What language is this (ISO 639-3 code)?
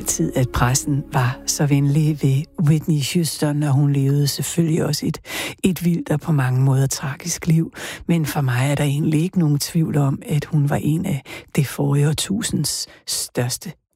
dan